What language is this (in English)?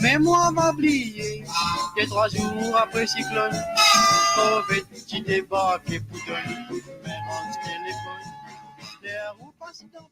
Morisyen